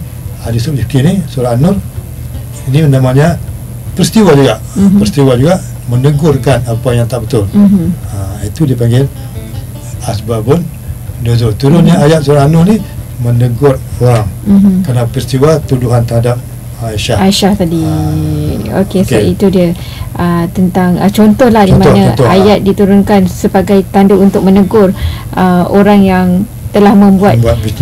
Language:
Malay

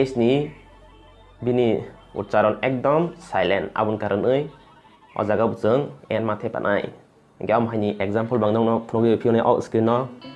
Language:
Kok Borok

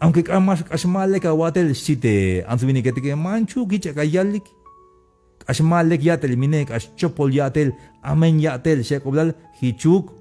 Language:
Tzeltal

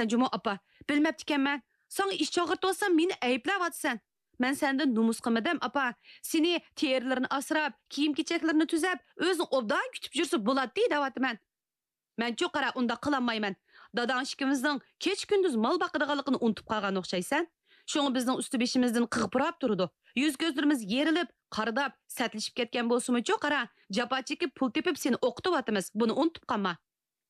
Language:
Uyghur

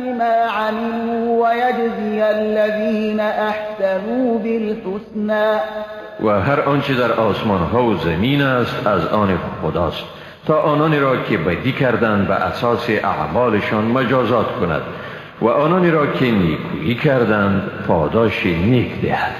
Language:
Persian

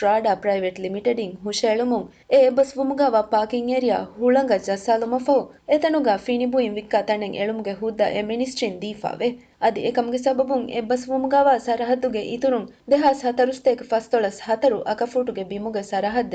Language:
Divehi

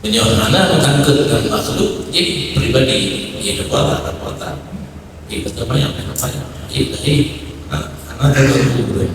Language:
Achinese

